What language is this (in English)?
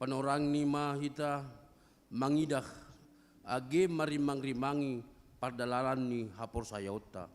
Batak Simalungun